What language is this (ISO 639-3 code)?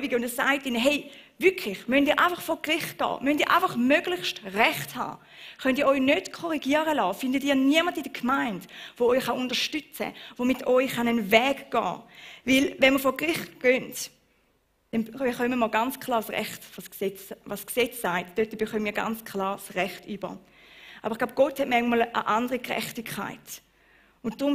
gsw